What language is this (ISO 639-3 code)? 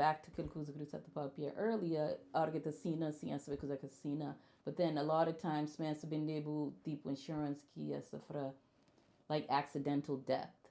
kea